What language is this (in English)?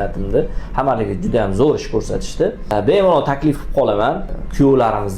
Uzbek